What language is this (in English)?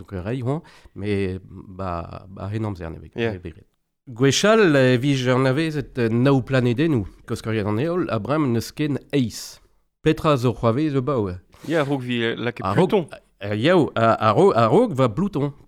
Breton